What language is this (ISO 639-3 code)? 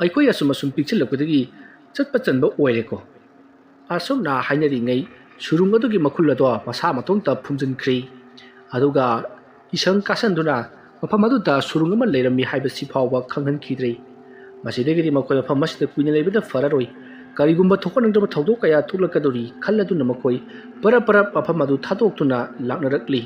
mni